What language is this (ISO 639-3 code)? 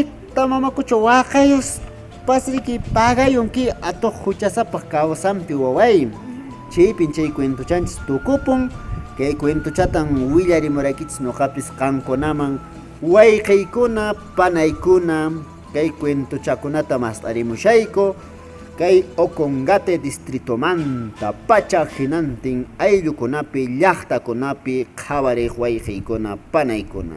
que